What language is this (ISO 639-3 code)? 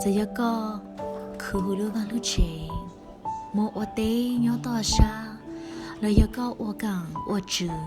hmn